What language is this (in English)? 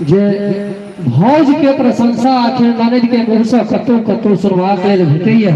Maithili